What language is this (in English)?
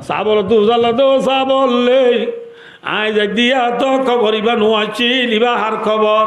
Rohingya